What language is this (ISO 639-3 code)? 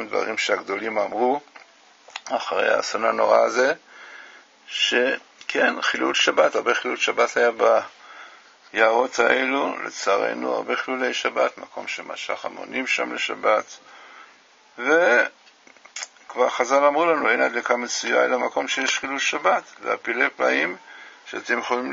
heb